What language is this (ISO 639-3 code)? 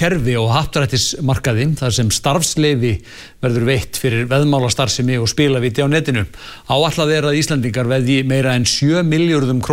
isl